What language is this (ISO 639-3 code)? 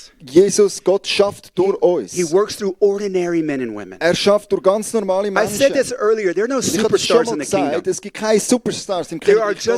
gsw